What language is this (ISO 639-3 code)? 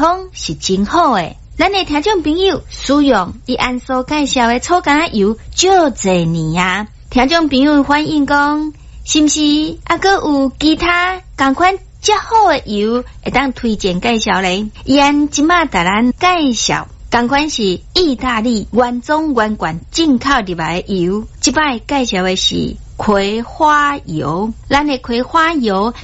nan